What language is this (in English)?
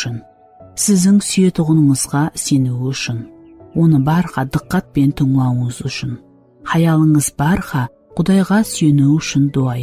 Kara-Kalpak